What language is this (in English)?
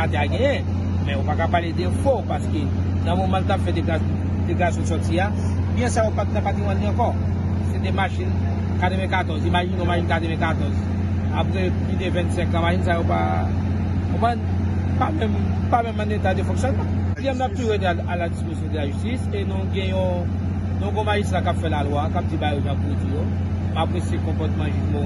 Haitian Creole